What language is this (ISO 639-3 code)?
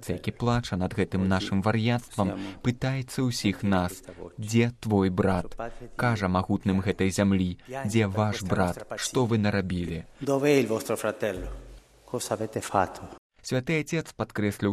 bel